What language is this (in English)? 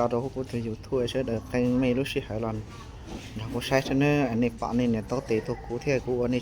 Hmong